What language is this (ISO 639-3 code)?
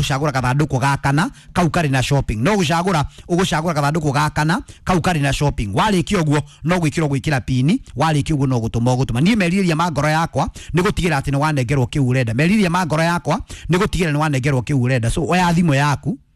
kik